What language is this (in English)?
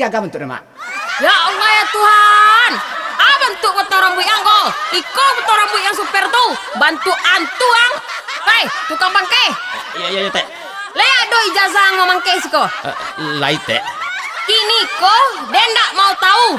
Minangkabau